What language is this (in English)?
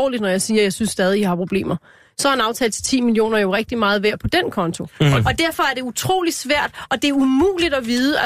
Danish